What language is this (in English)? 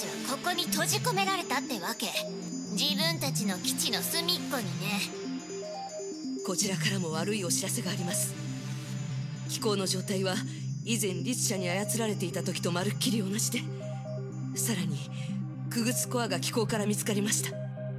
Japanese